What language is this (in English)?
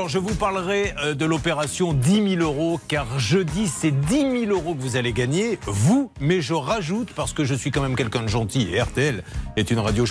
French